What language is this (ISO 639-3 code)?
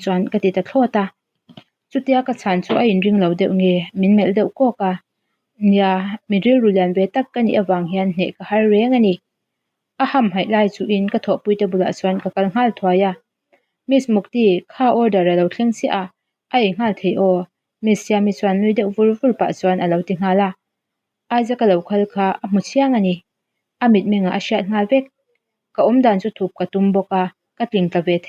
lus